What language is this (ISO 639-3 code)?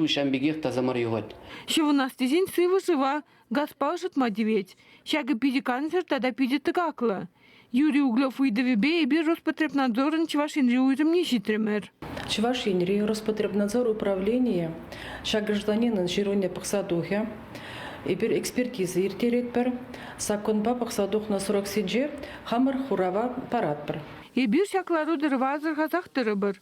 chv